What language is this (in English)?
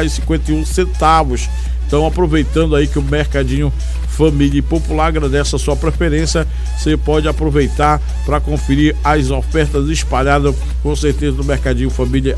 Portuguese